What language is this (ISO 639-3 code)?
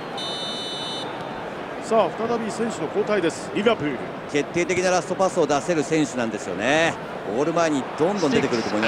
jpn